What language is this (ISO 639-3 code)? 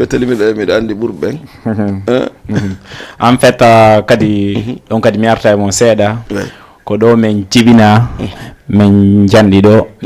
ful